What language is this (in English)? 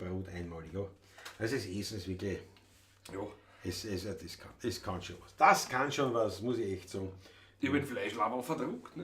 Bavarian